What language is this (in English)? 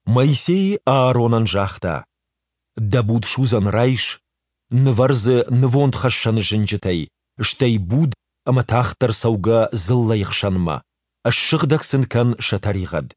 Ossetic